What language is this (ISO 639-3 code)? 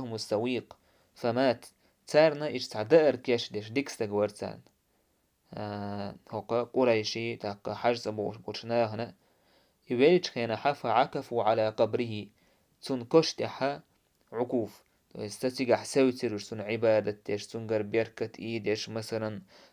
che